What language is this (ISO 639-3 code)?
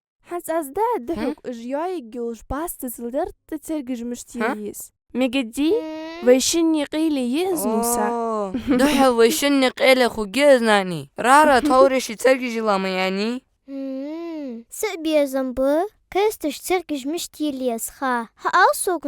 inh